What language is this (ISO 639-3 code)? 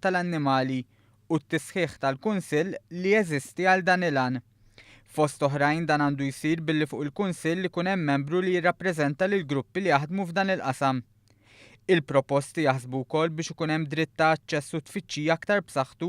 mlt